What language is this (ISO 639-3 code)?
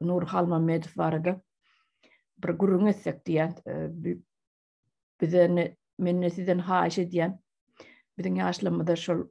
tuk